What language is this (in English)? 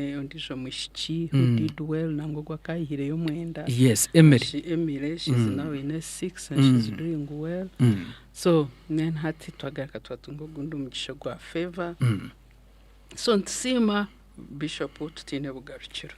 Nyankole